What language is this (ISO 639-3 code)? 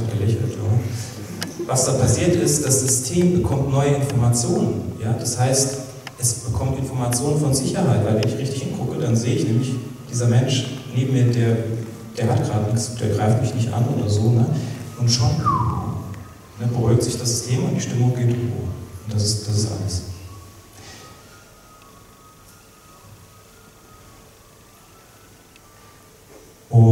deu